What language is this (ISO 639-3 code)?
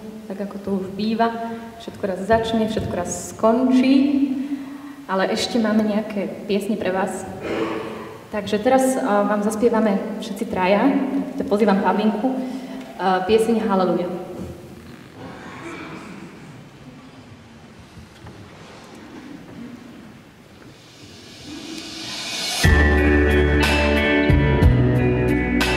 slk